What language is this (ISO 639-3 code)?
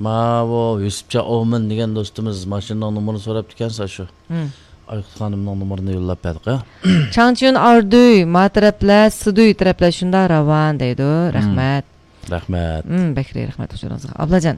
uig